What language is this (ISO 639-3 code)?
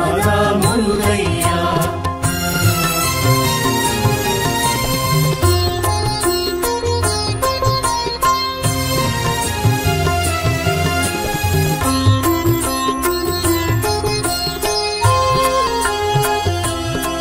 tam